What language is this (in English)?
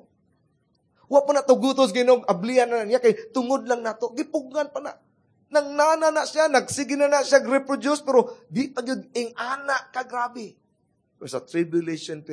Cebuano